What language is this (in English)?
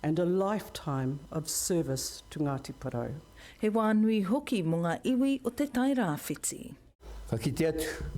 Māori